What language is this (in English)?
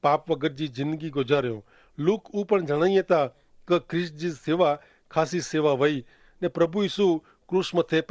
Kachhi